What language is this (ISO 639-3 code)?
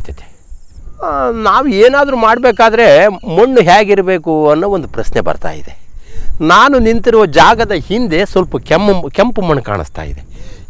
kan